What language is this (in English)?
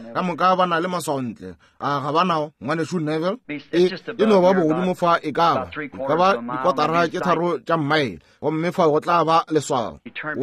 Northern Sotho